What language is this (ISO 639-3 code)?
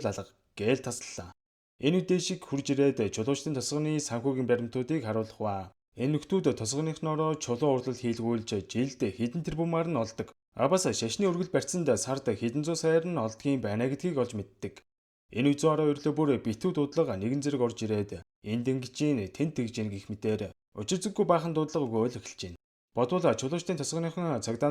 mon